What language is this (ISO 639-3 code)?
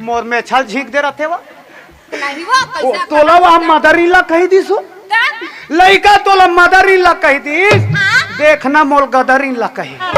hne